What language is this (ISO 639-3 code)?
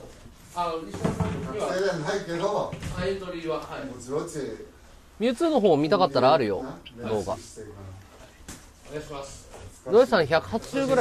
jpn